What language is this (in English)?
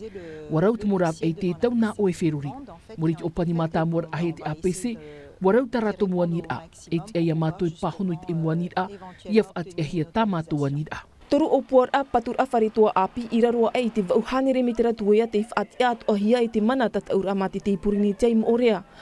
Tahitian